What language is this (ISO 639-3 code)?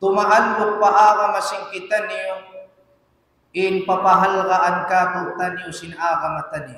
tsg